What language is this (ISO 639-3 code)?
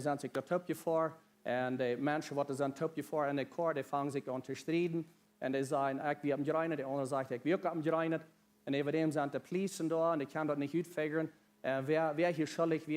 pdt